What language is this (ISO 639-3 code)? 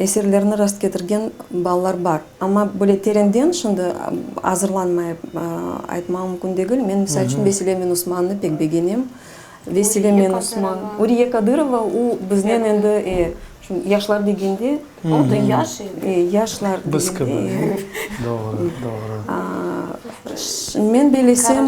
crh